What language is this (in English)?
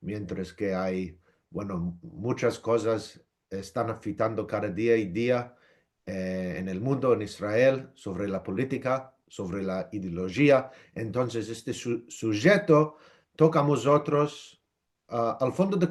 Ladino